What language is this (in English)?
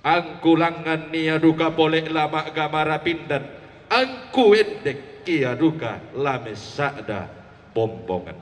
Toraja-Sa'dan